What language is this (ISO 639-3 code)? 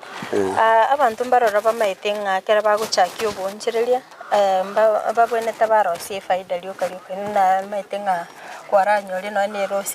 guz